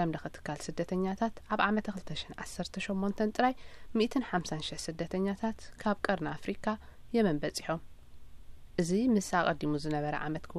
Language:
Tigrinya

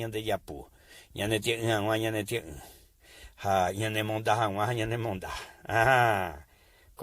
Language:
Guarani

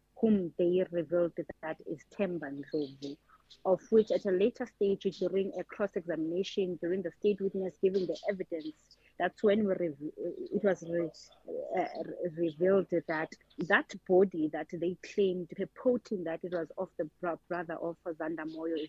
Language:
English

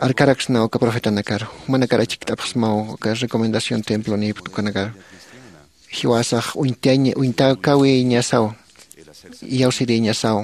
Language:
Aymara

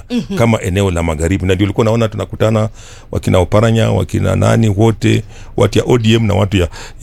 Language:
Swahili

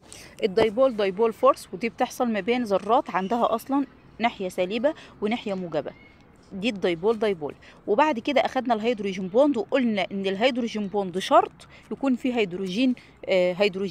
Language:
Egyptian Arabic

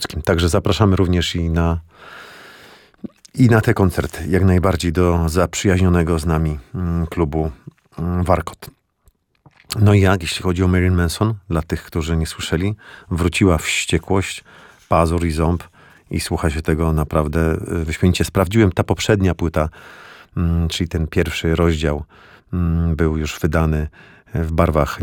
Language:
Polish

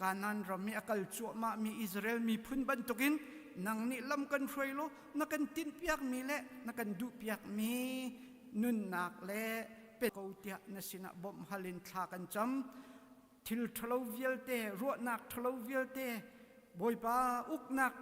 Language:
Hakha Chin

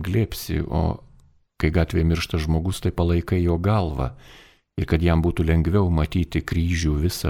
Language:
Lithuanian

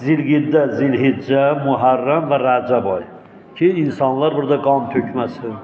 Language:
Azerbaijani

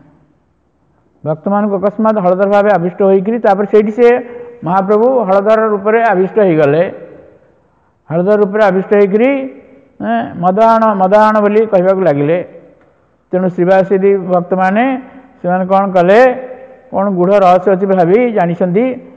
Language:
Odia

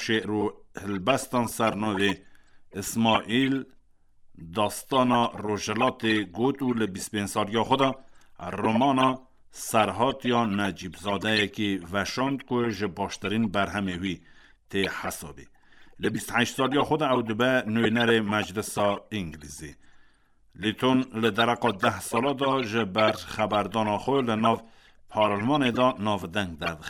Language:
Kurdish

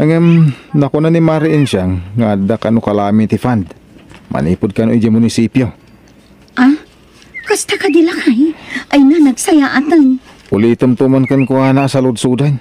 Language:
Iloko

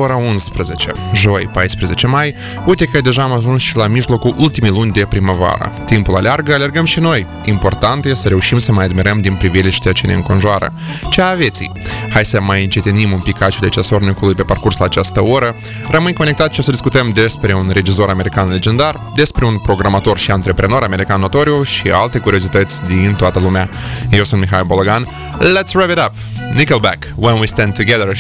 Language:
Romanian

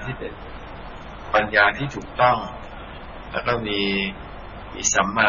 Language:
Thai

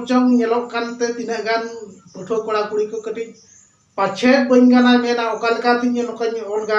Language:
Santali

